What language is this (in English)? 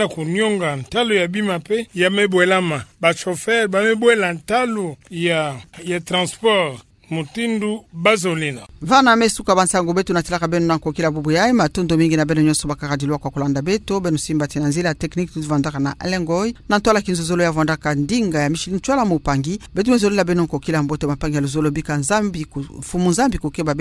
Kituba (Democratic Republic of Congo)